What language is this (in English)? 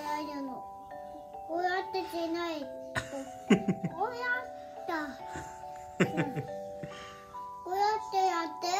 Japanese